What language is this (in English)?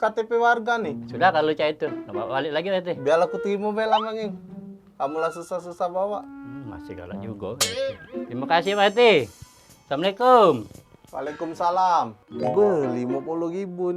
Musi